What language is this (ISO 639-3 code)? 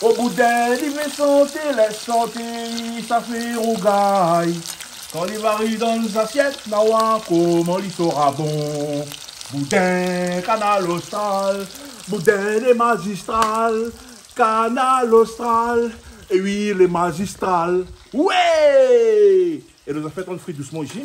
rcf